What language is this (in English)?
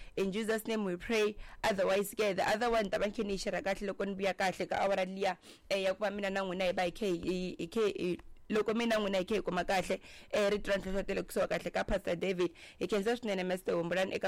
Tsonga